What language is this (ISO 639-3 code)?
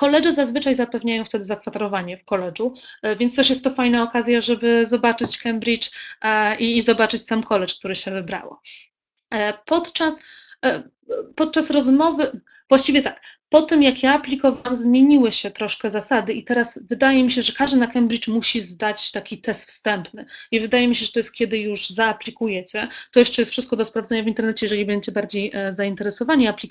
pol